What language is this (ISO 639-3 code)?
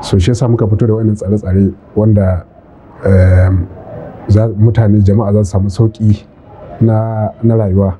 hau